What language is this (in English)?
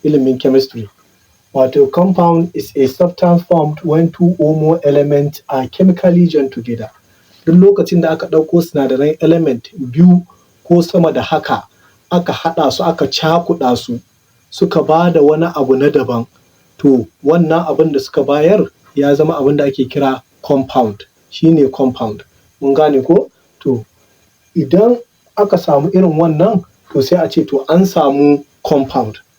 Hausa